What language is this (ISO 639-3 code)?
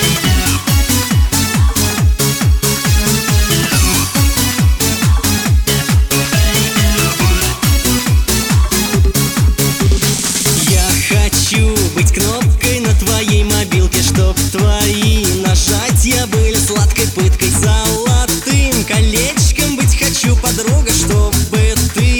rus